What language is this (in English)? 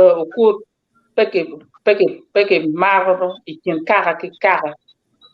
Acoli